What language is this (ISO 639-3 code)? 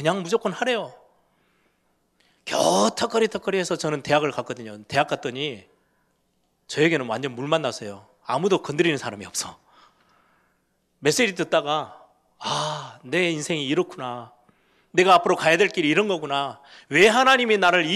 kor